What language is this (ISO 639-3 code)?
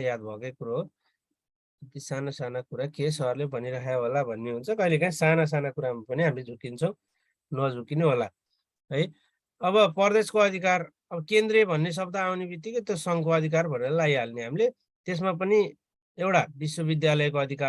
nep